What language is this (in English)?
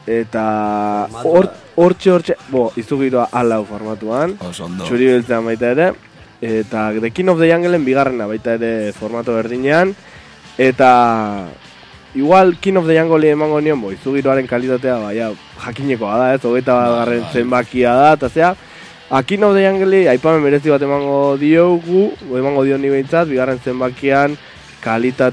Basque